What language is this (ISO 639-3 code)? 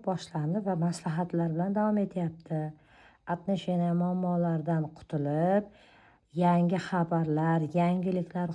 uzb